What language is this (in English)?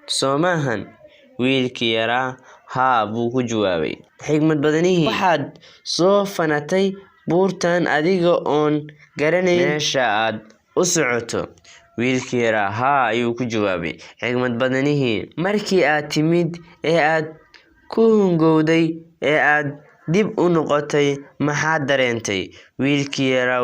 Somali